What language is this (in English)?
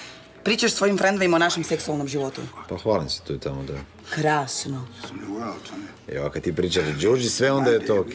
Croatian